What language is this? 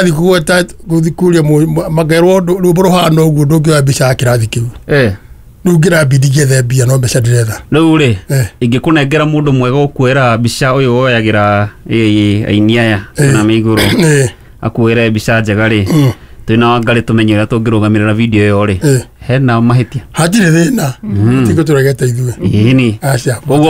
Kikuyu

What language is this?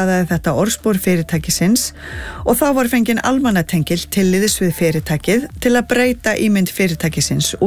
Icelandic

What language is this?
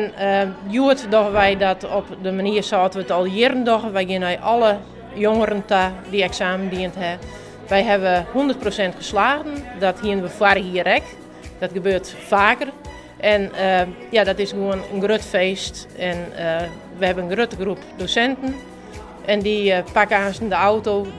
Western Frisian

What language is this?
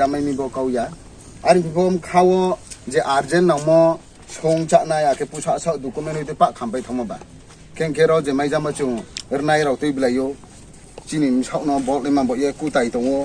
Riang (India)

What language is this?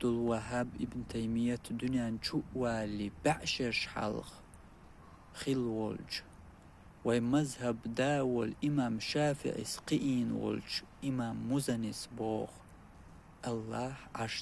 Chechen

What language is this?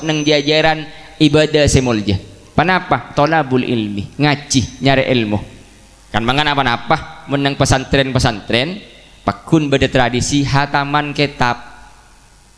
Madurese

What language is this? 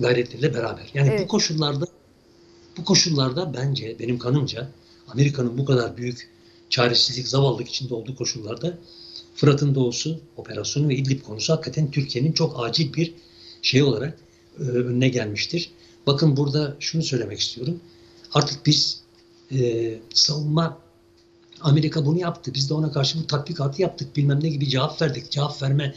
Turkish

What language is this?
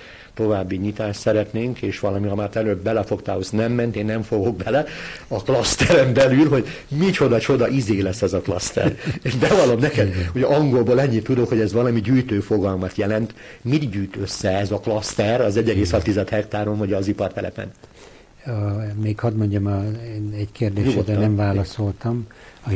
Hungarian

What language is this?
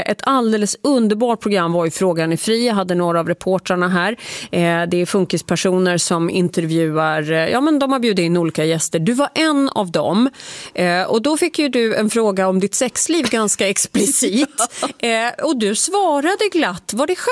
Swedish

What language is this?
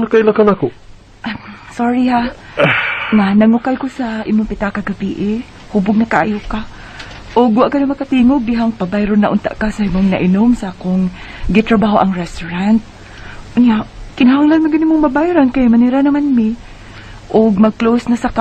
Cebuano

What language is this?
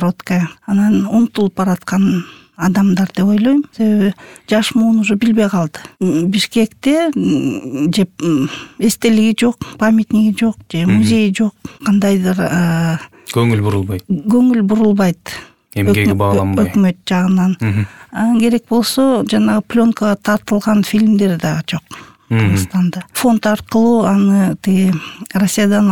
Kyrgyz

